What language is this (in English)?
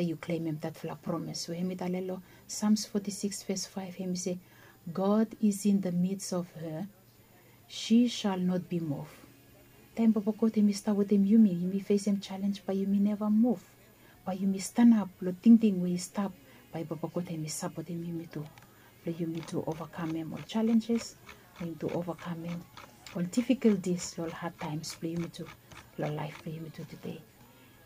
Bislama